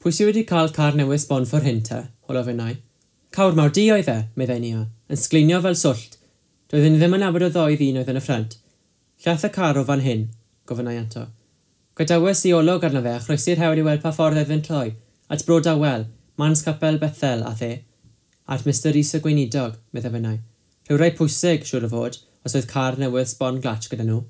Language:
Welsh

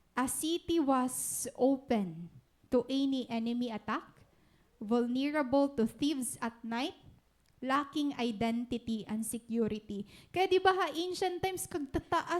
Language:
Waray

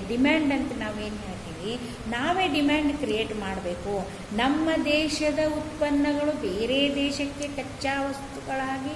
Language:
Kannada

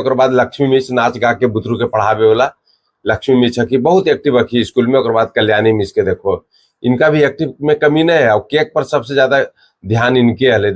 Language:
Magahi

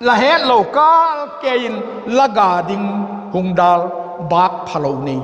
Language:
Vaiphei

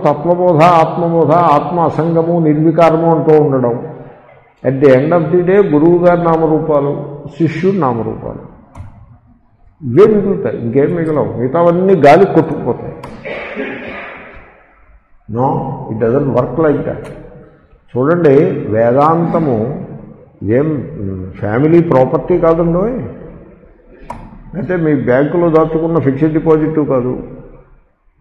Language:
Telugu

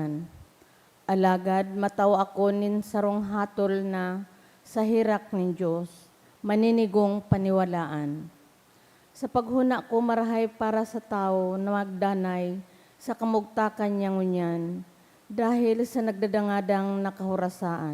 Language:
Bikol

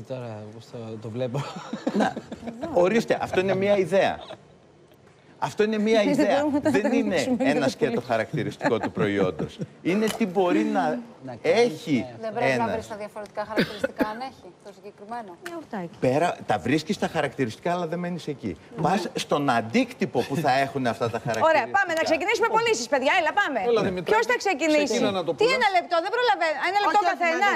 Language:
Greek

